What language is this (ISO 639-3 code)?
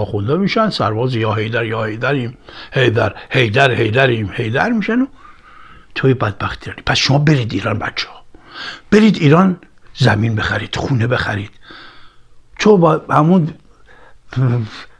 fas